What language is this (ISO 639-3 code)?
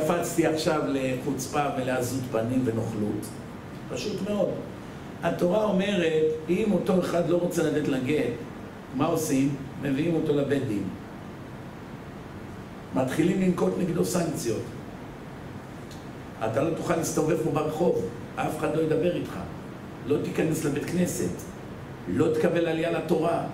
heb